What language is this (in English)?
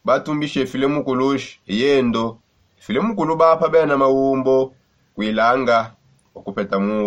Songe